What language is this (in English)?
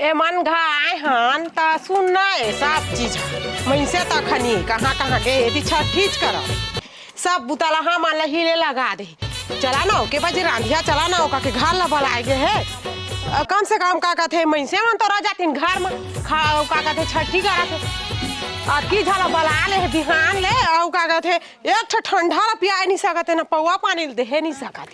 Chhattisgarhi